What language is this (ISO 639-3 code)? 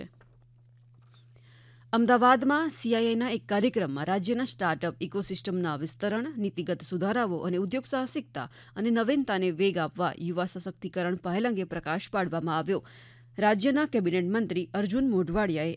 guj